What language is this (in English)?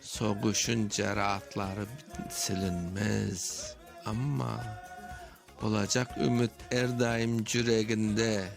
Crimean Tatar